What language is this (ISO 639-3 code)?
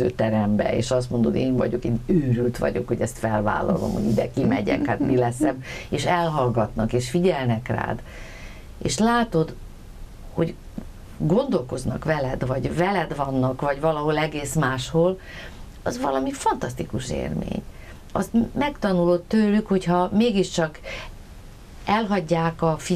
hun